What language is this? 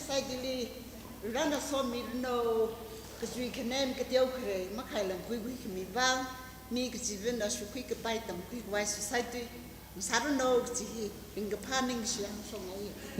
Tangkhul Naga (India)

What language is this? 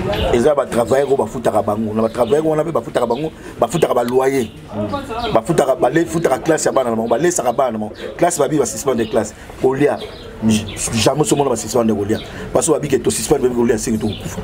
Lingala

